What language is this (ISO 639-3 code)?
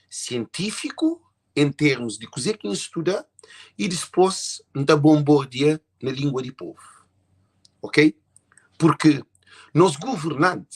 kea